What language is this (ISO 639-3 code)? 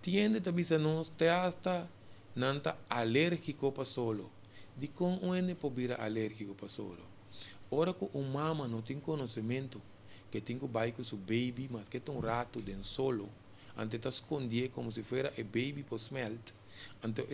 pap